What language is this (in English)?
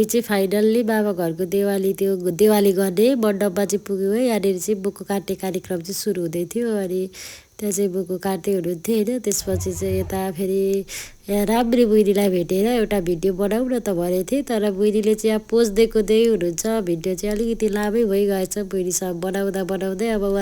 Nepali